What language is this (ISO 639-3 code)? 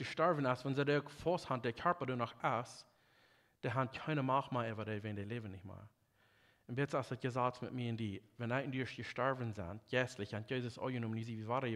pdt